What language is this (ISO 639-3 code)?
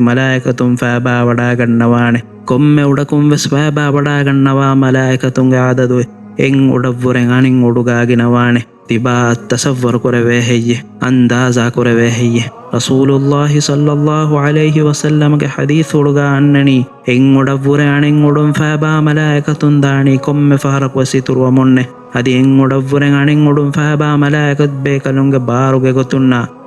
div